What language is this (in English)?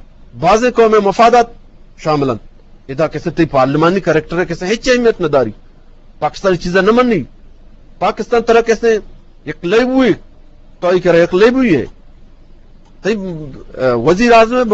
Eastern Balochi